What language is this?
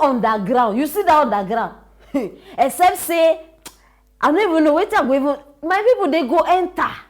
Nigerian Pidgin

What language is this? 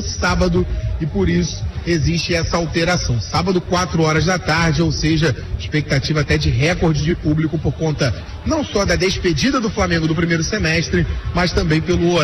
Portuguese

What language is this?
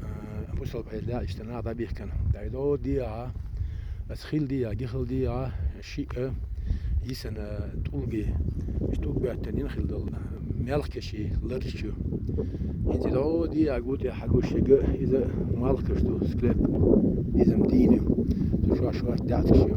Chechen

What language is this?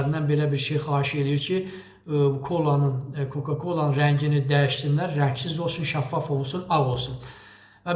Azerbaijani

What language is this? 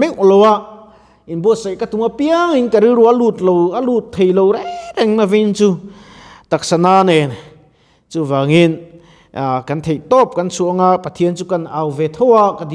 Mizo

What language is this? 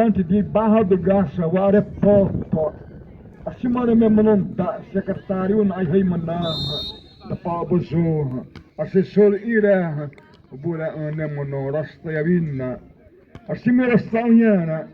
Xavánte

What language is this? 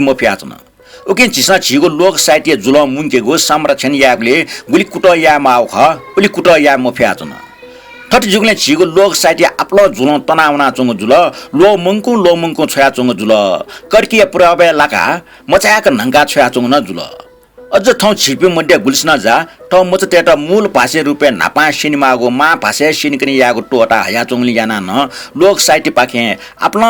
Newari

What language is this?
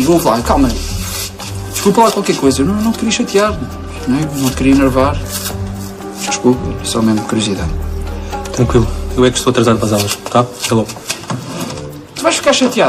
Portuguese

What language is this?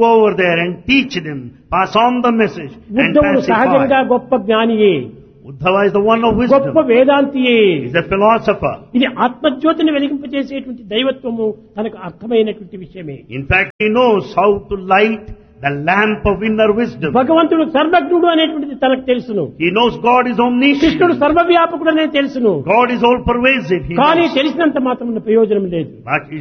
Telugu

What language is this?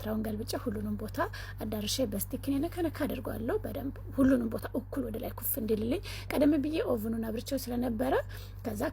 Amharic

